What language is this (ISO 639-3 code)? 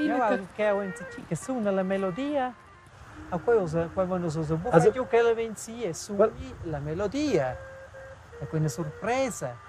roh